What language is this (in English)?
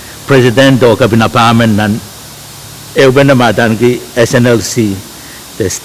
Pohnpeian